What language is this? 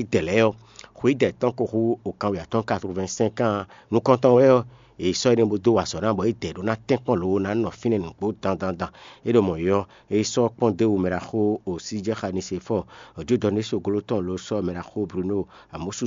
Fon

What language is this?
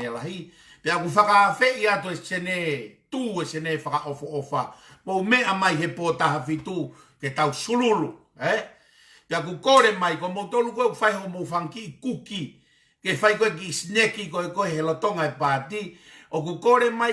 Tongan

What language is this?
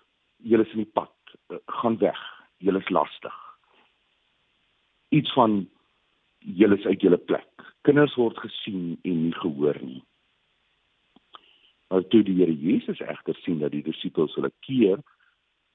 Afrikaans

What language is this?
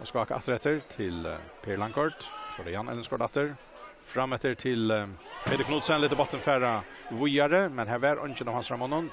Faroese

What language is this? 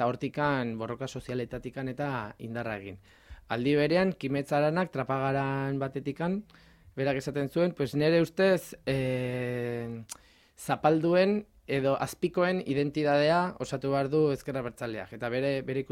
Basque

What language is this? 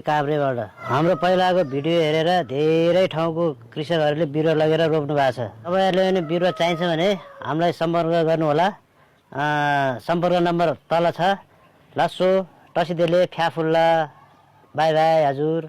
Nepali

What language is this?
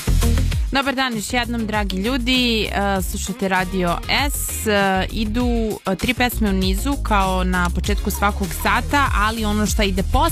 Serbian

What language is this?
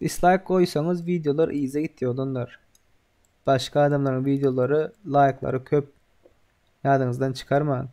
Turkmen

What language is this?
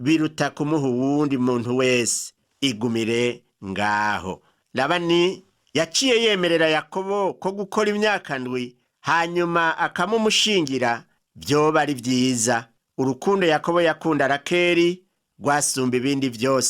Rundi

